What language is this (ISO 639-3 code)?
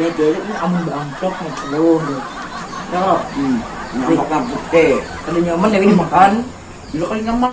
bjn